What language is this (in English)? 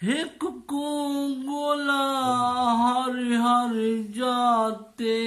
Saraiki